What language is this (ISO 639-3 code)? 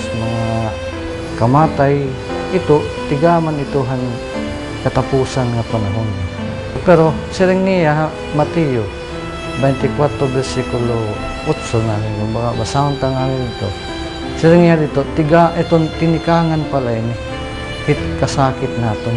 war